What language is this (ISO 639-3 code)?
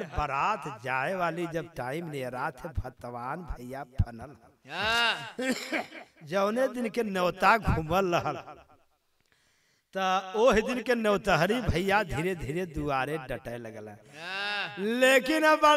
bho